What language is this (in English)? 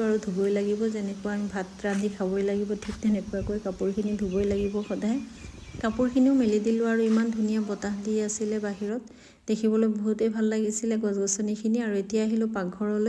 Assamese